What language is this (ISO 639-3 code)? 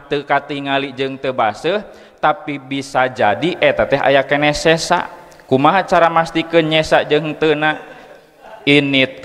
sun